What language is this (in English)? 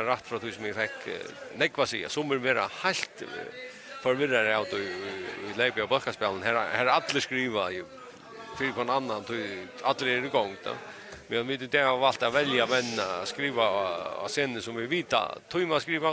Faroese